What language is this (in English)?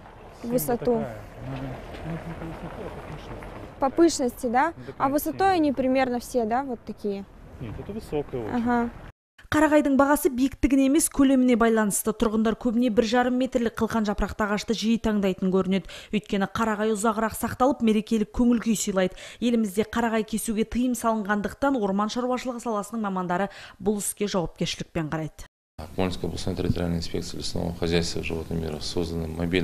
Kazakh